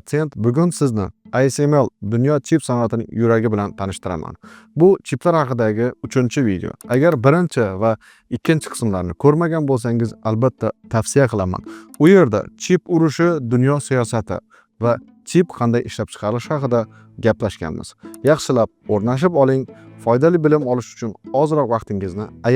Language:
Uzbek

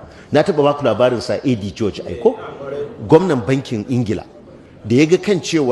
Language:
Hausa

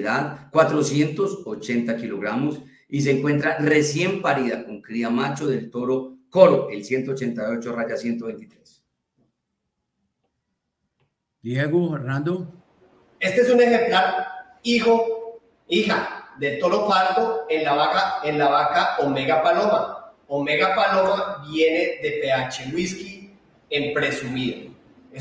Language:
Spanish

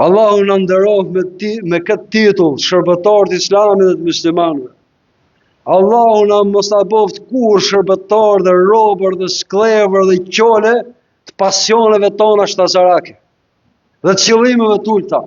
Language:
Albanian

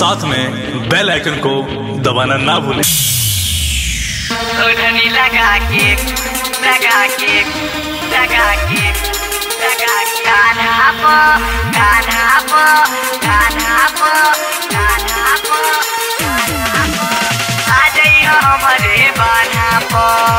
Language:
Bhojpuri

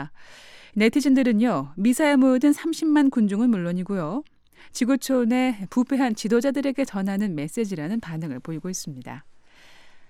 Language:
Korean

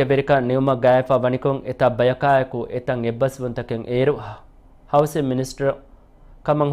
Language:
Divehi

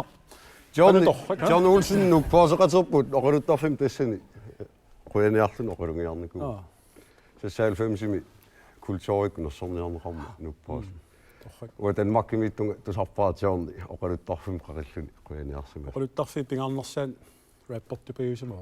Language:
Kalaallisut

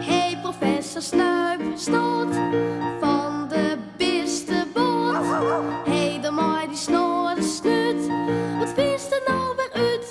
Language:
Western Frisian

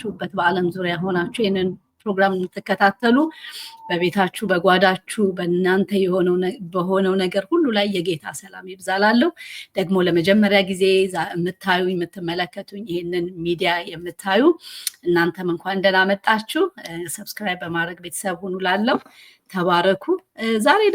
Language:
Amharic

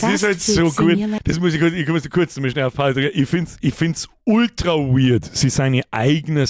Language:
Bavarian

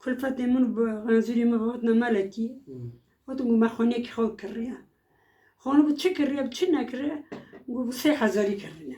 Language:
Kurdish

